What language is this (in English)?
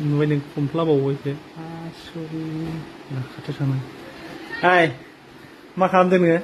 Bodo